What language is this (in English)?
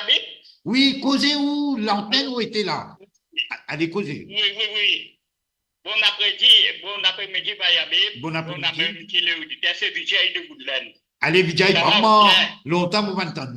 Morisyen